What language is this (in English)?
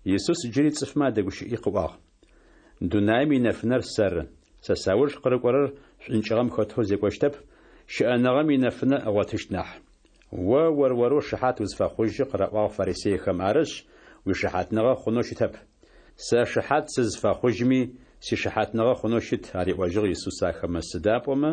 Adyghe